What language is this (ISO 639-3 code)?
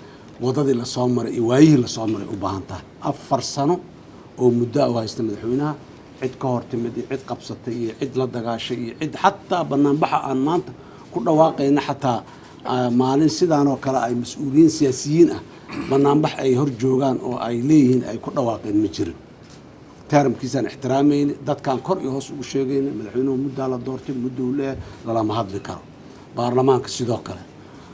som